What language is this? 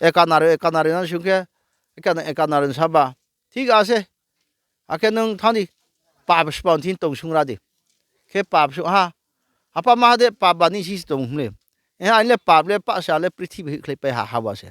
Riang (India)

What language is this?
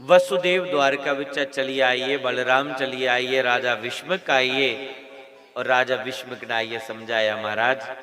Dogri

